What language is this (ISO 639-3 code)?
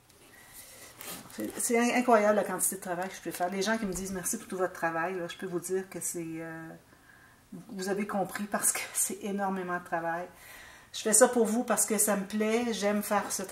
fra